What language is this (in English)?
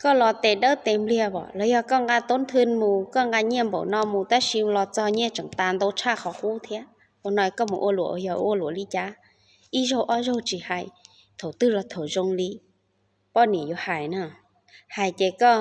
Hmong